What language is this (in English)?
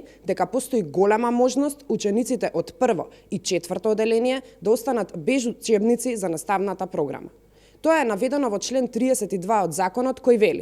Macedonian